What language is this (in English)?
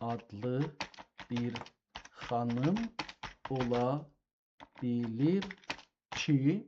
South Azerbaijani